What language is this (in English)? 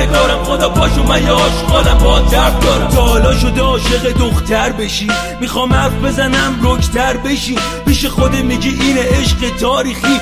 Persian